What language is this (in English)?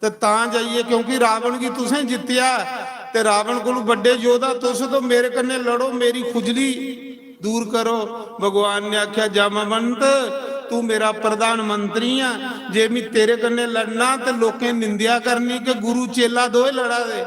Dogri